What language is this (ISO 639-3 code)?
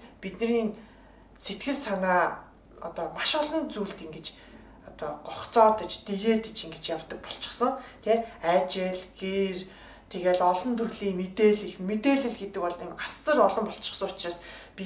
mon